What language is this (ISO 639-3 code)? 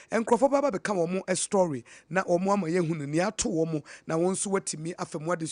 aka